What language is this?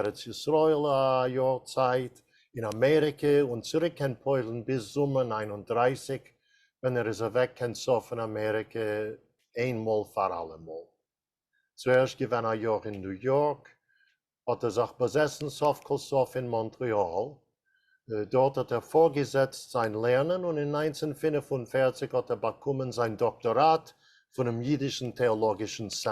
Yiddish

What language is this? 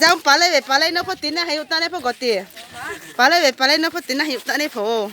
Riang (India)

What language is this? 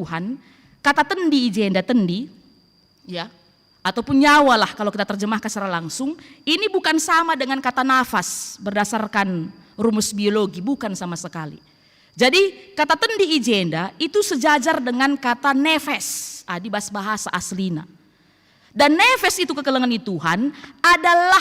Batak Karo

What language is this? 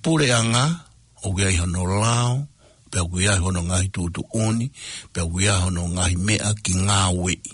Tongan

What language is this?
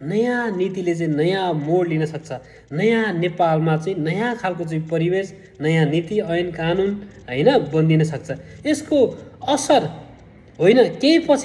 Nepali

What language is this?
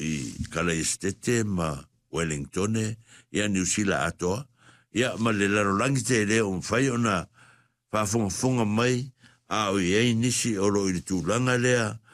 Samoan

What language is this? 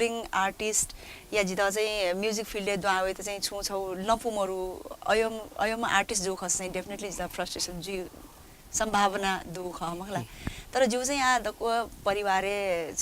Newari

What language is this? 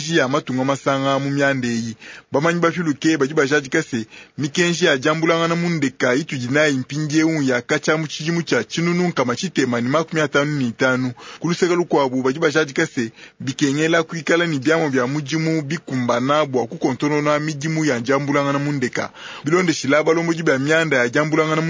Luba-Lulua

